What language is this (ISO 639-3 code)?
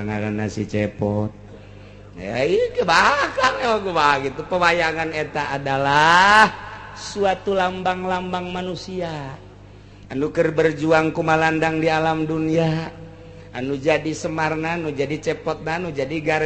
sun